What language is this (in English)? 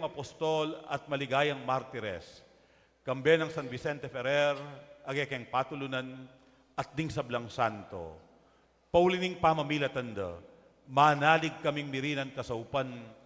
Pampanga